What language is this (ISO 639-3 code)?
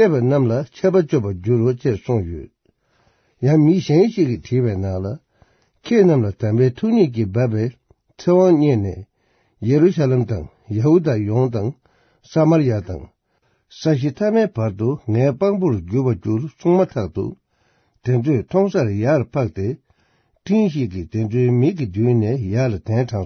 bod